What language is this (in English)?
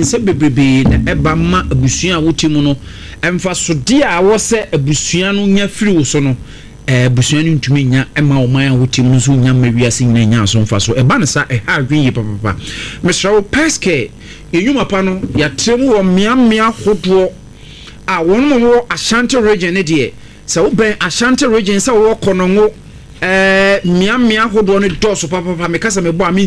Akan